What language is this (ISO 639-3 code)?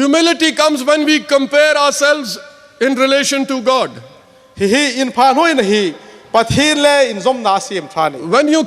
hmr